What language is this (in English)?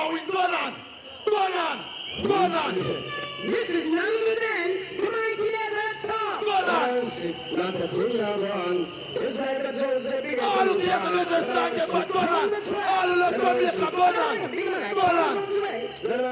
Jamaican Creole English